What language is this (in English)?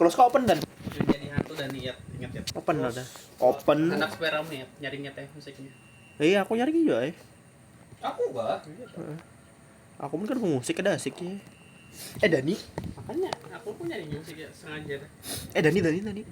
Banjar